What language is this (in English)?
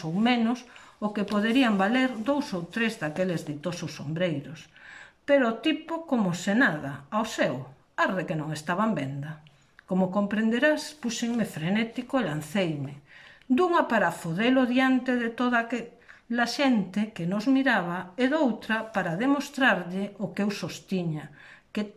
Galician